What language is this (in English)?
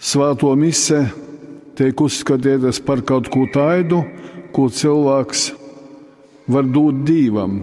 Latgalian